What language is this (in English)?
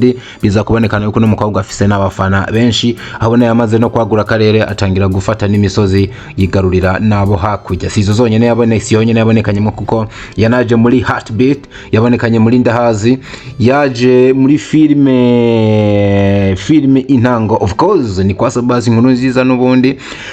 Rundi